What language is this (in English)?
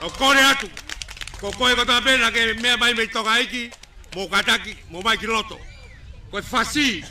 Tongan